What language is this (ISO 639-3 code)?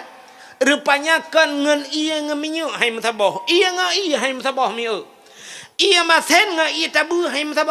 ace